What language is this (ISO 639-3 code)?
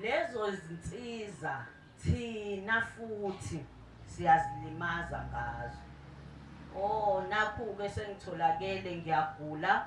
zul